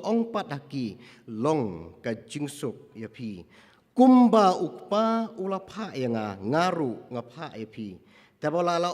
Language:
Khasi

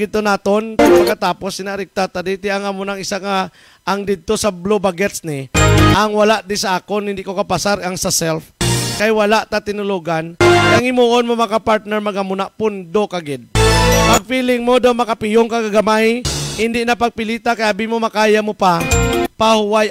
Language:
Hiligaynon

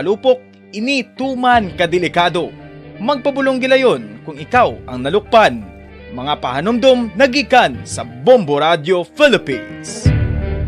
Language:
Hiligaynon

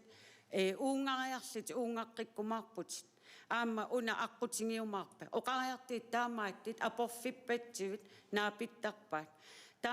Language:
Kalaallisut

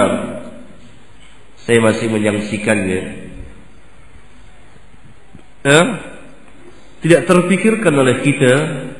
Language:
Indonesian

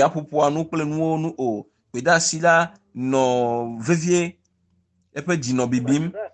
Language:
Ewe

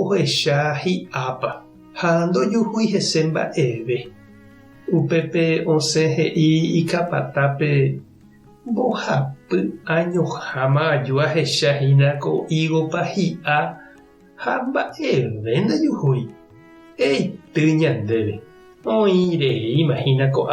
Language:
Guarani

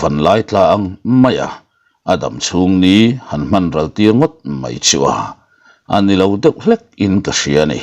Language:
Mizo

